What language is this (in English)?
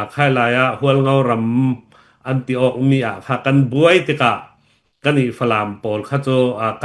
Falam Chin